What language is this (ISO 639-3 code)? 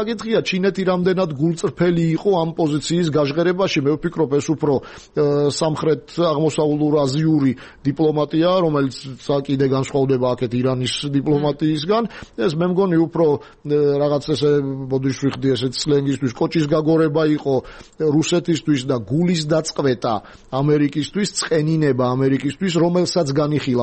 kat